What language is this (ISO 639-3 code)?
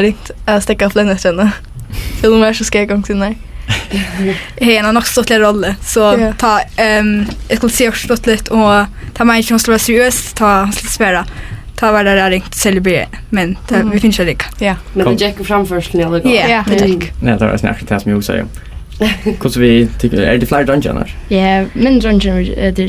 fao